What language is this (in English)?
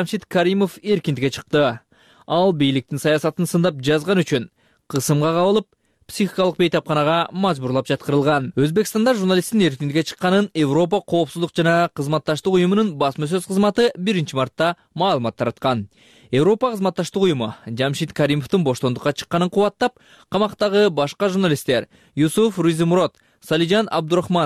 Kyrgyz